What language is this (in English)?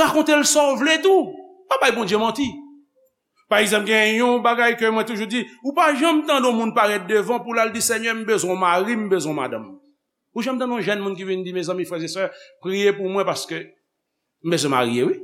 Haitian Creole